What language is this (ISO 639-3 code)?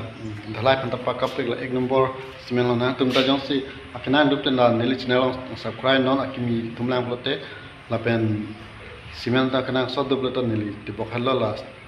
mjw